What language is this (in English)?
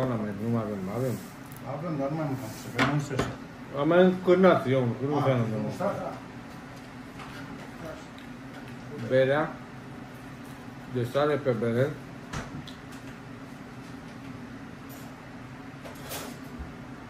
Romanian